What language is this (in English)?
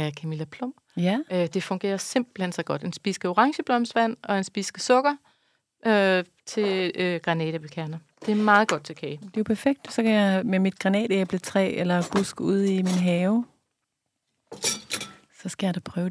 Danish